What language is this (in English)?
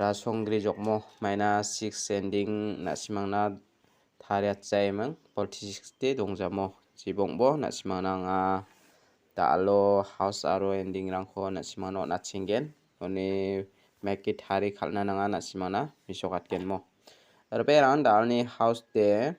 Garo